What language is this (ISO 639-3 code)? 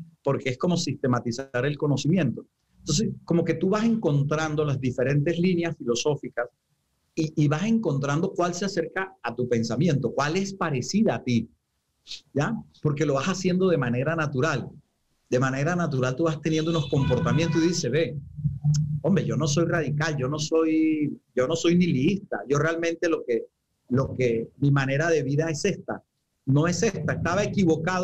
spa